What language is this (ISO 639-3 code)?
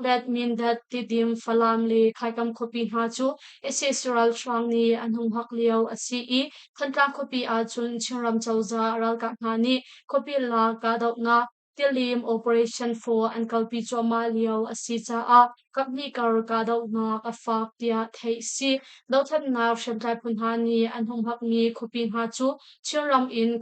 cnh